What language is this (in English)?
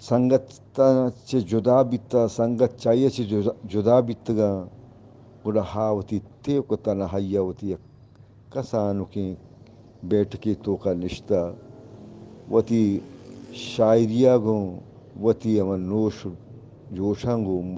Eastern Balochi